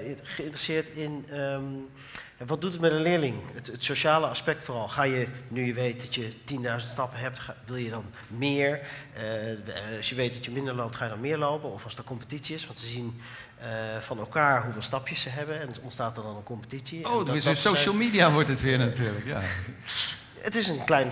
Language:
Dutch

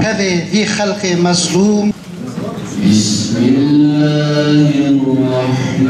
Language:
Kurdish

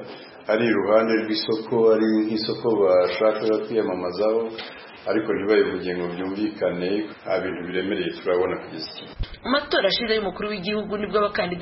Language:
Kinyarwanda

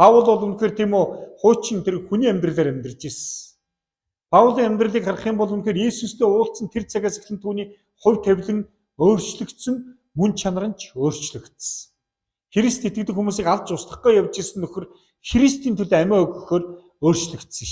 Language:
Mongolian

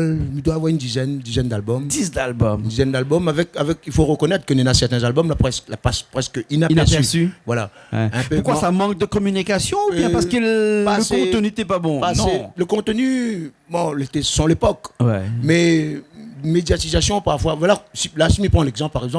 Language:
Réunion Creole French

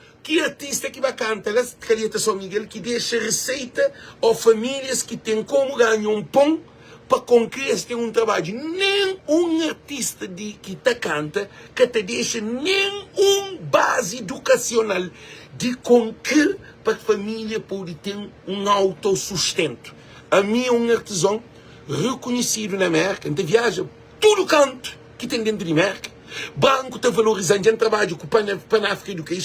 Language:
Kabuverdianu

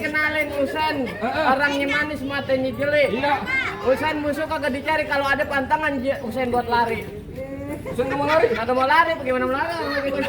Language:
Betawi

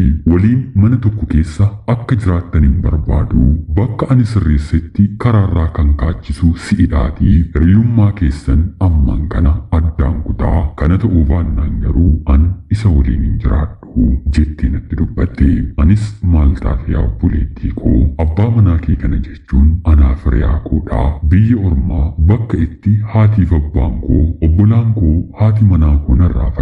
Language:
Oromo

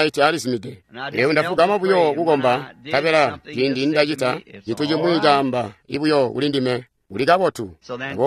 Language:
Tonga (Zambia)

